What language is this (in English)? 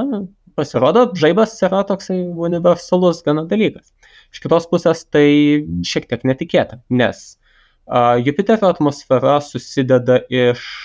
Lithuanian